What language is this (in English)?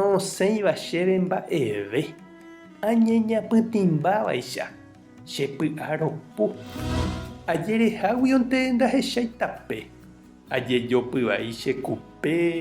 Guarani